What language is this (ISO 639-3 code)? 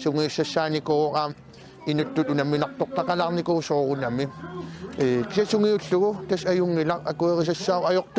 kal